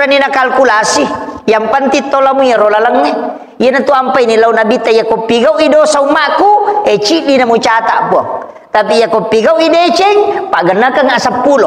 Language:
Buginese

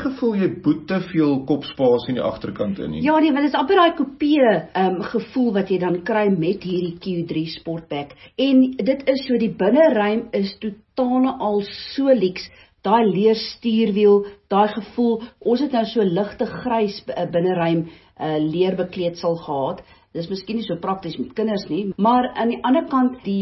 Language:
Afrikaans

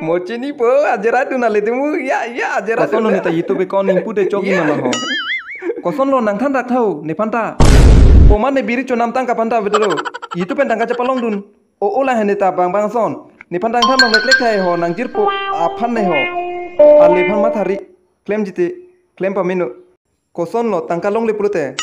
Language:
Karbi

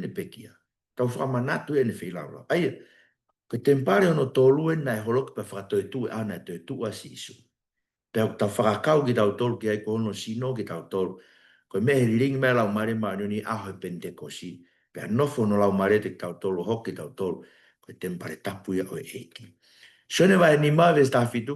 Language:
Tongan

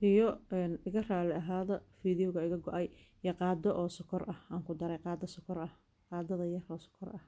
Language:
Somali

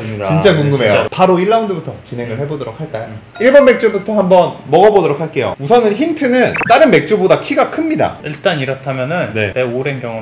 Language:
Korean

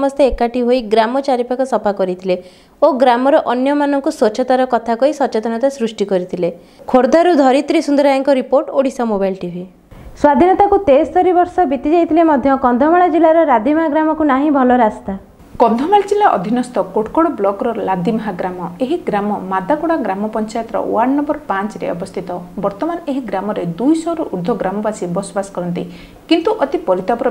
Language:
Odia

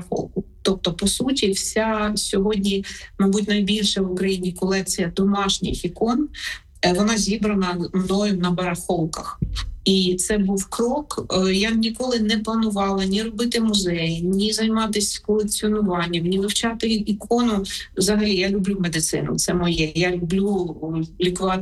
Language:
Ukrainian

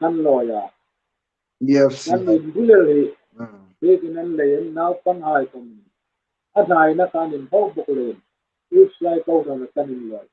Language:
Hmar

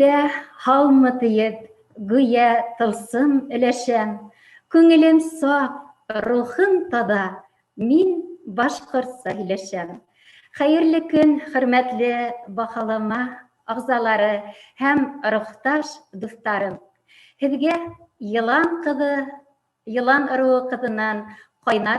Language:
Bashkir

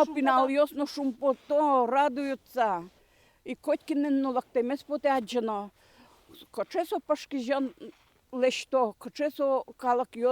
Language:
Udmurt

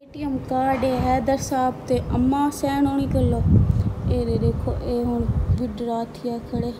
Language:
Saraiki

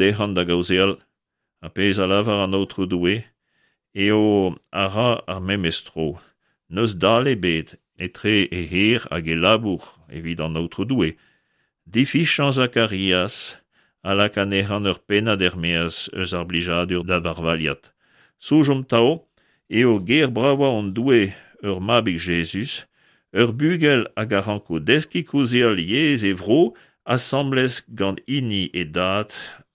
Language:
Breton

